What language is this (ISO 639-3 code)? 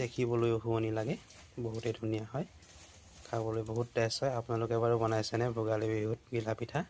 asm